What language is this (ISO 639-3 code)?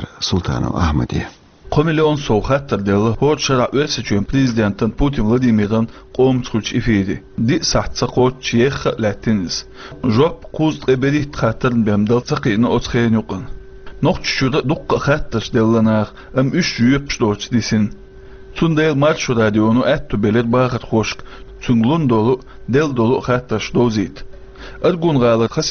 che